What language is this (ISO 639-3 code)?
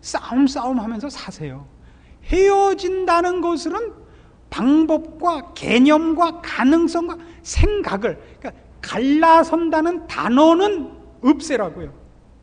kor